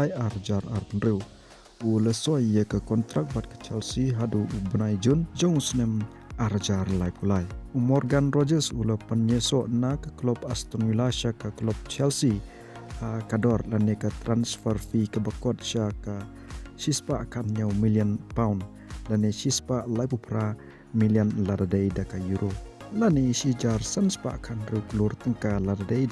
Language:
Khasi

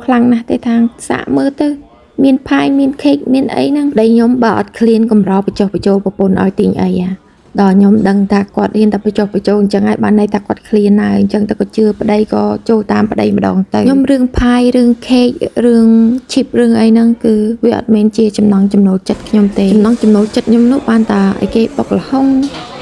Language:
Khmer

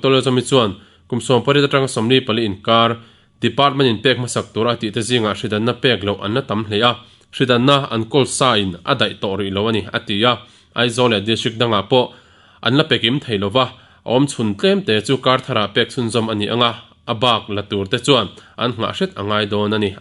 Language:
Mizo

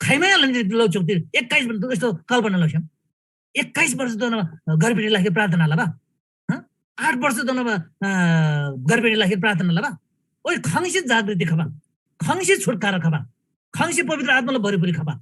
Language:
Eastern Tamang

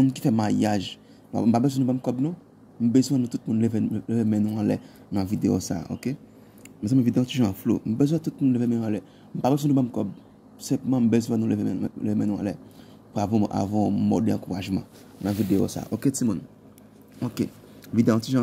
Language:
Haitian Creole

